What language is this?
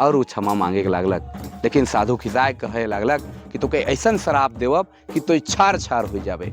Sadri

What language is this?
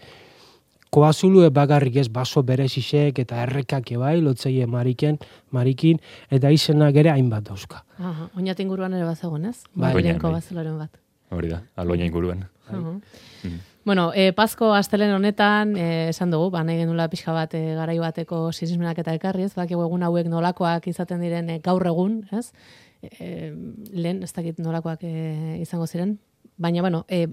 Basque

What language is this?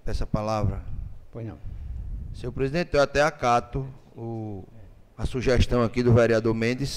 Portuguese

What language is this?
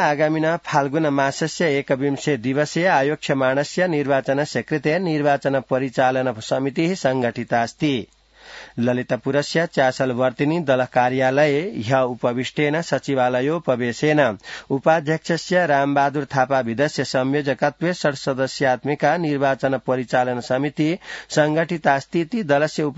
Sanskrit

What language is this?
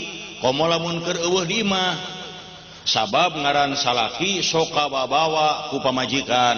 Sundanese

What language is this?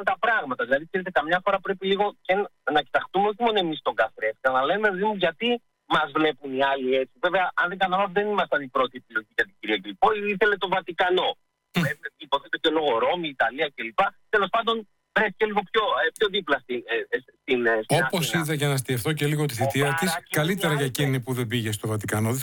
Greek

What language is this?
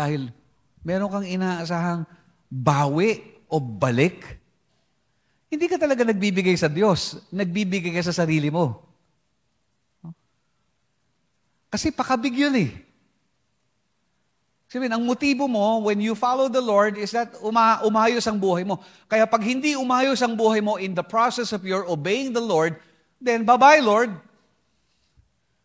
Filipino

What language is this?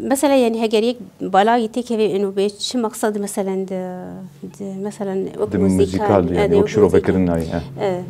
Kurdish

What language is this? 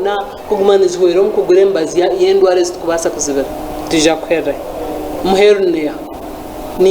Nyankole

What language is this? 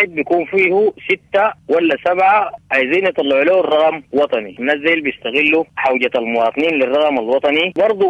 Sudanese Arabic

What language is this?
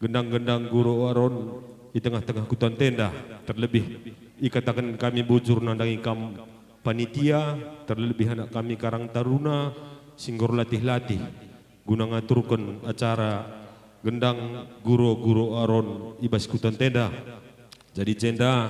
Batak Karo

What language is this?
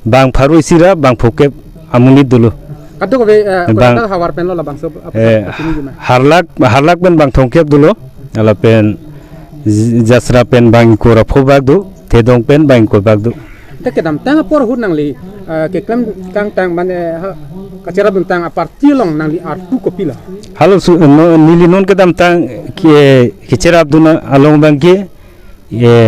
Karbi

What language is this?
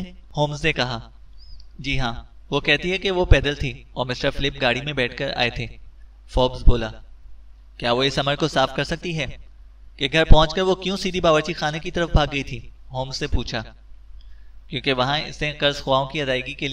Urdu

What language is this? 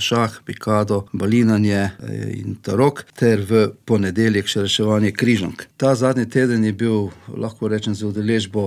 Slovenian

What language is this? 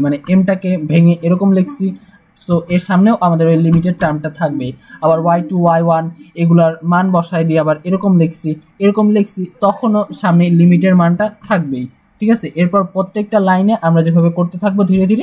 Bangla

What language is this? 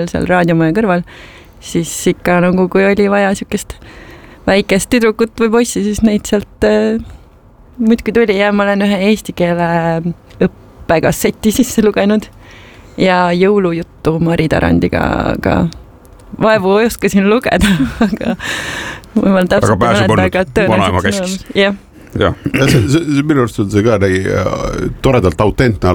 Estonian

